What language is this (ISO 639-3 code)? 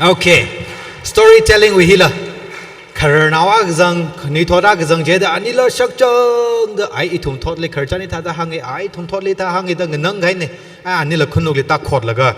nmf